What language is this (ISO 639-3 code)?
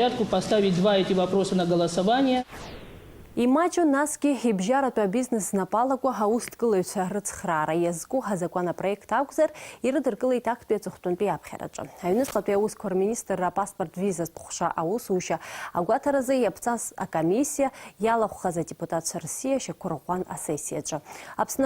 abk